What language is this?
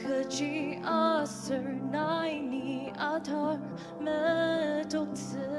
Ao Naga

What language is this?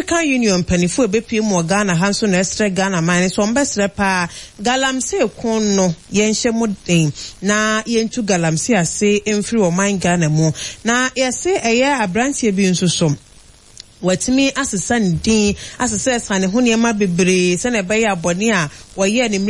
Akan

